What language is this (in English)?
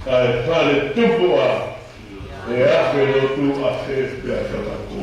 Tongan